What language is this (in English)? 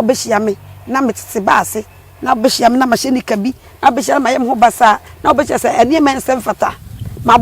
Akan